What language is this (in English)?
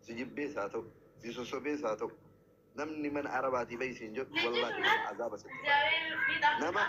Oromo